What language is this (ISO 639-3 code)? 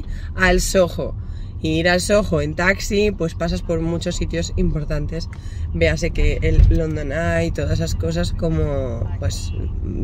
spa